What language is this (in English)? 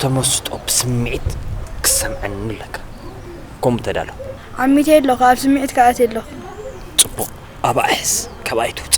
Tigrinya